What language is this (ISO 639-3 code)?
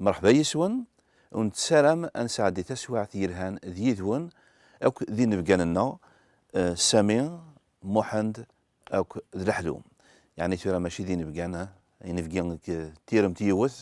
kab